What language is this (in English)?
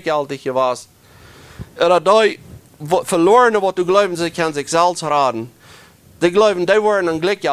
Plautdietsch